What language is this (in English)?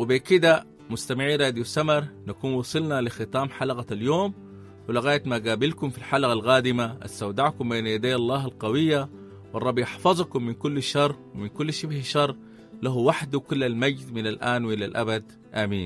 Sudanese Arabic